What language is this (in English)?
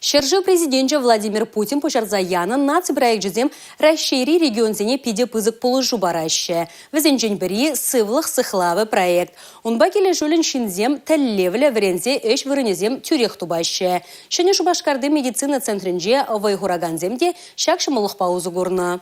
Chuvash